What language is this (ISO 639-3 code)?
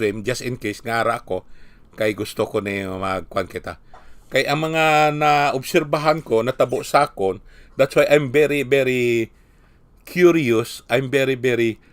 hil